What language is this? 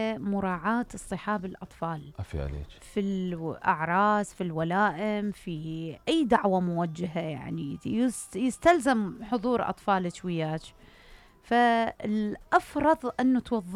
Mesopotamian Arabic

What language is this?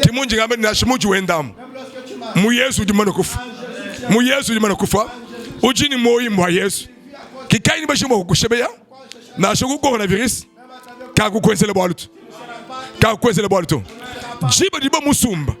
Luba-Lulua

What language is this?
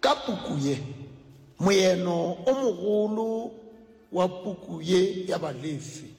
Northern Sotho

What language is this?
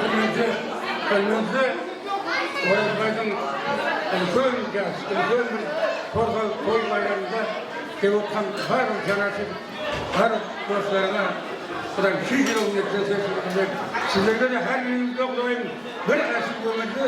Kara-Kalpak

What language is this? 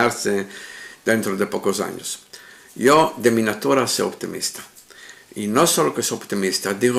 Ladino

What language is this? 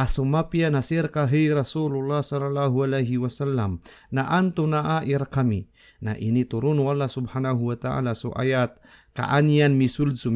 Maranao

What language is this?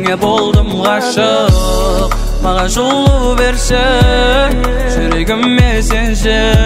Kazakh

